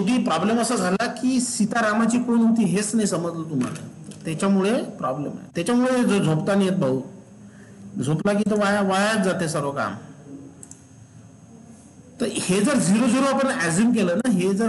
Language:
Marathi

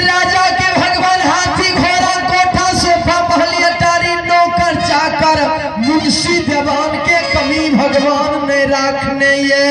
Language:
Maithili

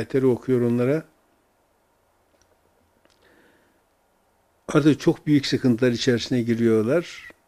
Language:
Turkish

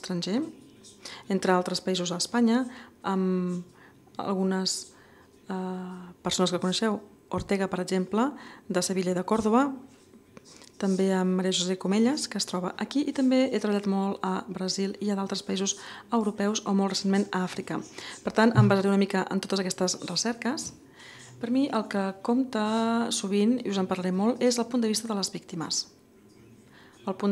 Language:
Catalan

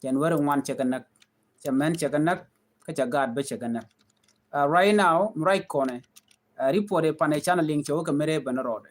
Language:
Nuer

